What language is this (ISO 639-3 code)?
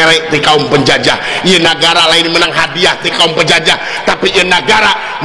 sun